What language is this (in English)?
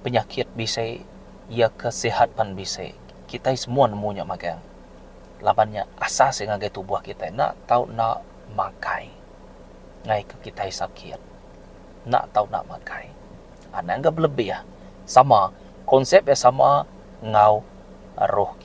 Iban